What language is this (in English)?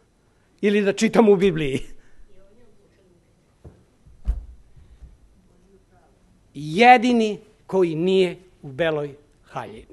Serbian